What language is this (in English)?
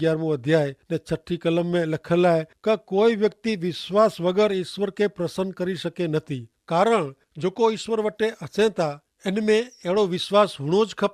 Kachhi